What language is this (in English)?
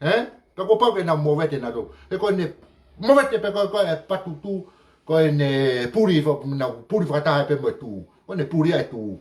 Tongan